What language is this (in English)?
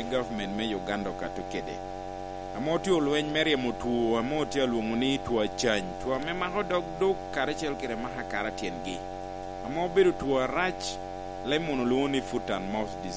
Lango (Uganda)